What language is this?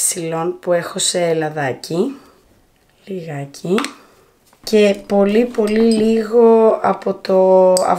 Greek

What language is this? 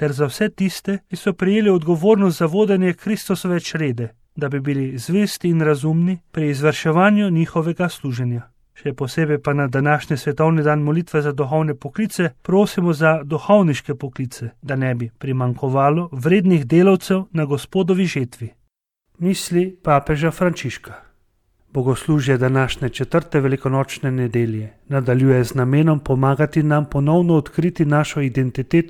Slovenian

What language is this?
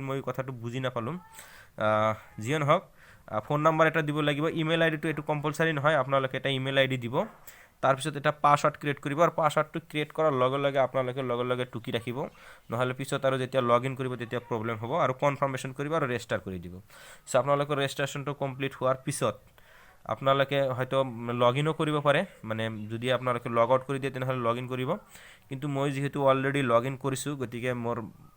Assamese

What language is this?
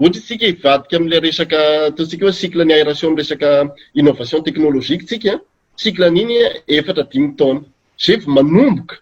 Malagasy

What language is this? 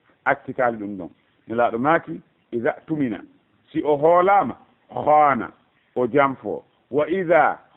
Fula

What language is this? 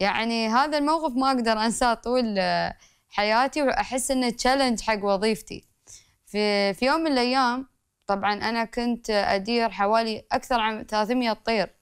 Gulf Arabic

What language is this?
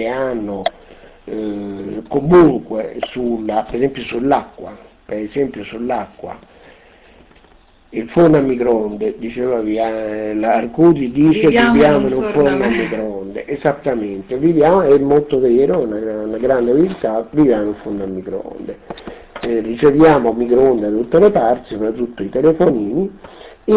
Italian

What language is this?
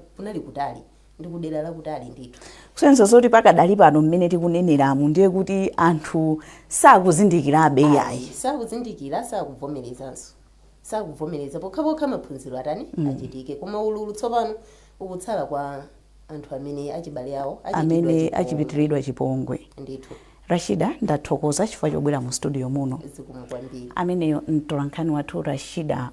Nyanja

